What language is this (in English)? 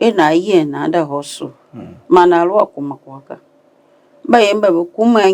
Tiv